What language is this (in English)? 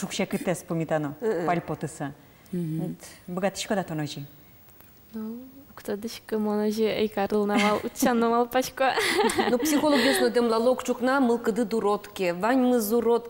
Udmurt